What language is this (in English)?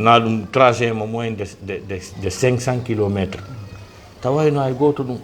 Fula